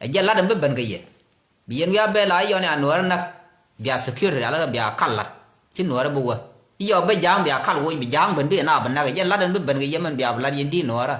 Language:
Nuer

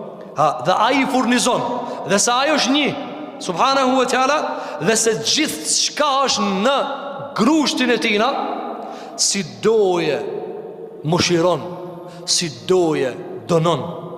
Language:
Albanian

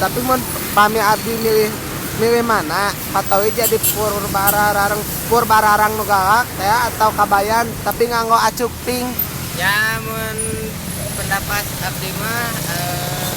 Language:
Sundanese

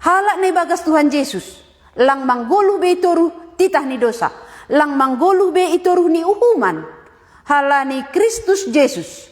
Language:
Batak Simalungun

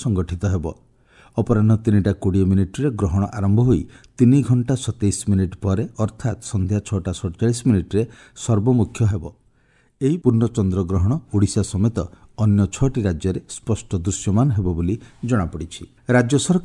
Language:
Odia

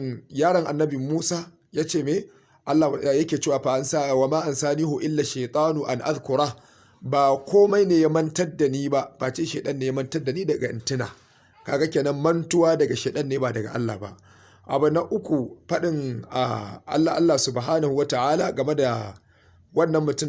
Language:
Hausa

